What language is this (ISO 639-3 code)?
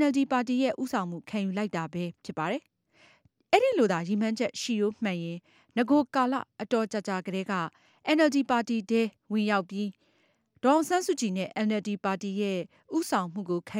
mya